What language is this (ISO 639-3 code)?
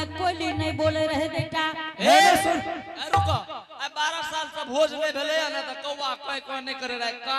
anp